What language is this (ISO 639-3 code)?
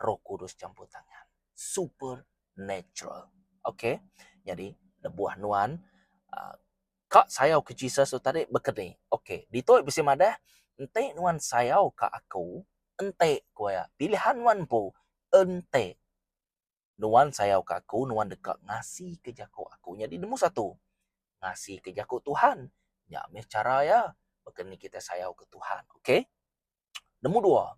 iba